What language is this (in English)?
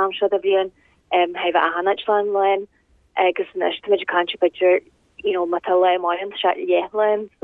Irish